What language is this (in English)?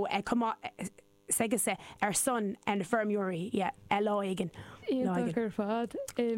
Irish